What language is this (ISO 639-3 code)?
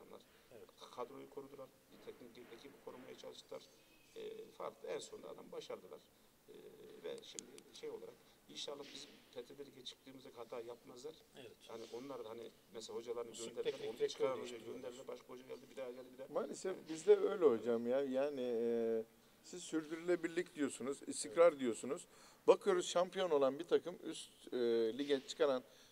tur